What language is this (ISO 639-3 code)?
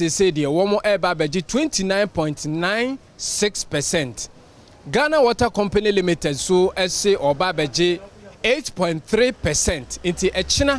aka